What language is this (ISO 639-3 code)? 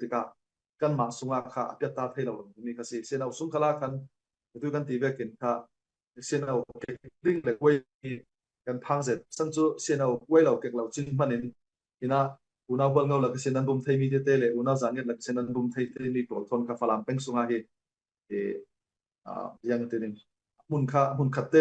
cfm